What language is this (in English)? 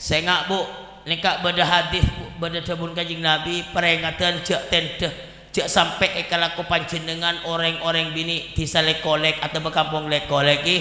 Madurese